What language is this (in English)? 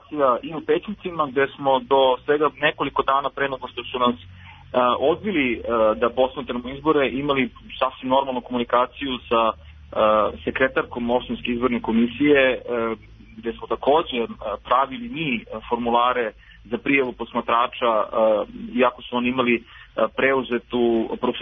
Serbian